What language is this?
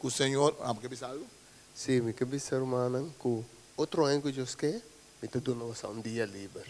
Papiamento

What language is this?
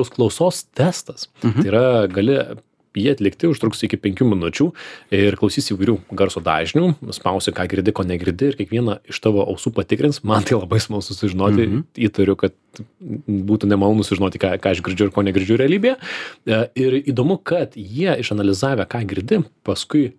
Lithuanian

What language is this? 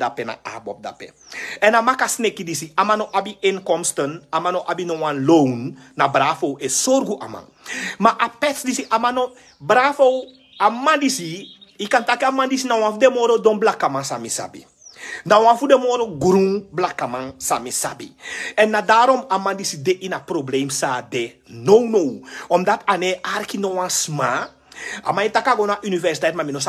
Sranan Tongo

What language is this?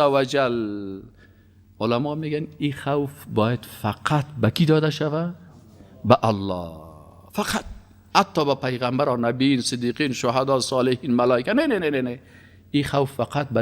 Persian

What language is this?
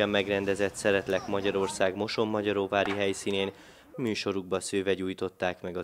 Hungarian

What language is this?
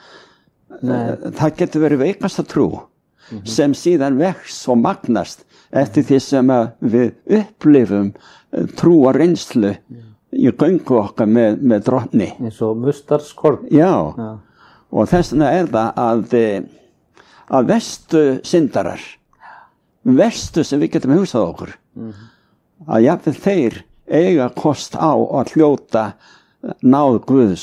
Icelandic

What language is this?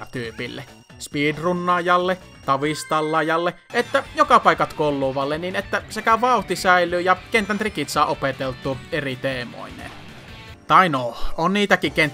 Finnish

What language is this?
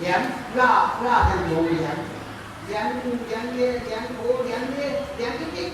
Shan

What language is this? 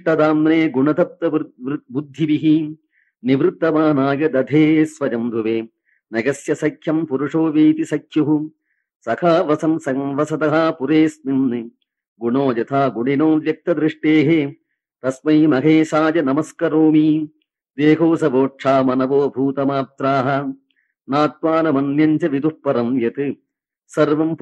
Sanskrit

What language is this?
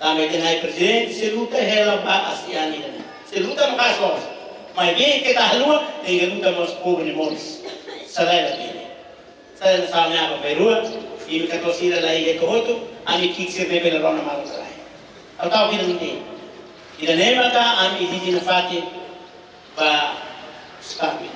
Tetum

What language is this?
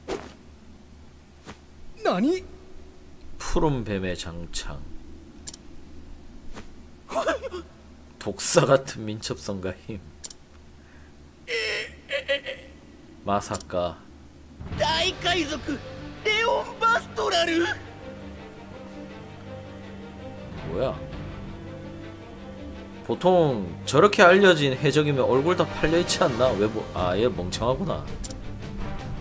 Korean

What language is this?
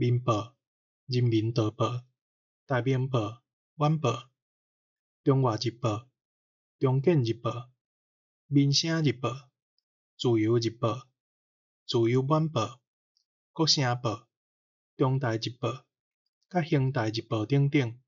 Min Nan Chinese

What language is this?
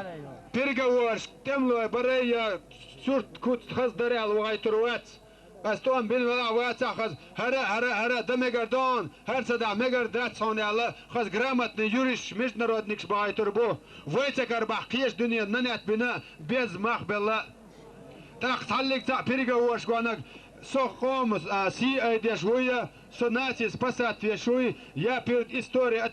Chechen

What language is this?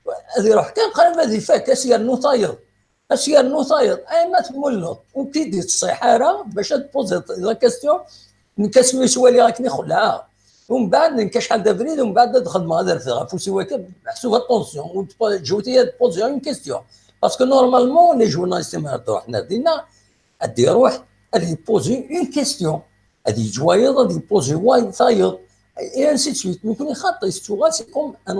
Kabyle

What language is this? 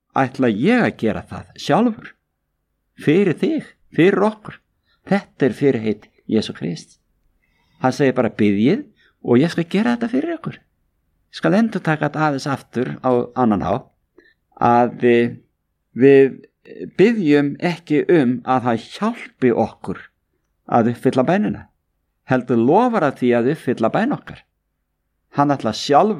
Icelandic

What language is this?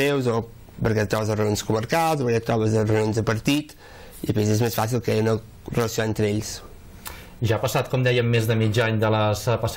Catalan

